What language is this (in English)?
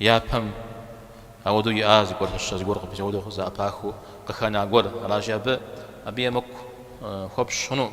Kabardian